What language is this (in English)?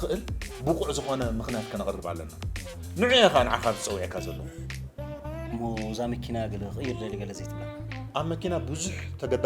Tigrinya